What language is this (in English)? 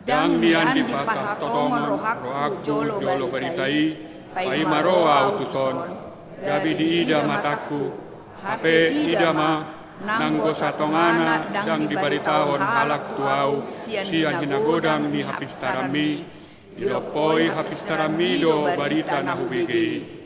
Batak Toba